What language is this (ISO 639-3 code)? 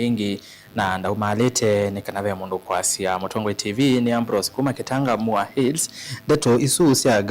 kam